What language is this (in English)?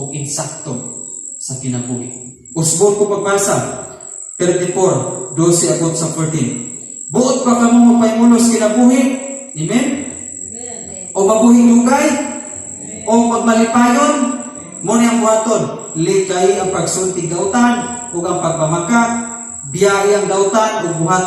Cebuano